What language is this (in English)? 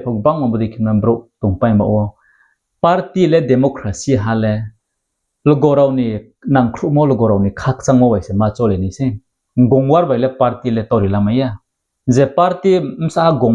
Riang (India)